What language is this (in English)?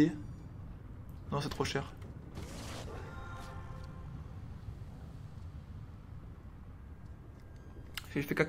French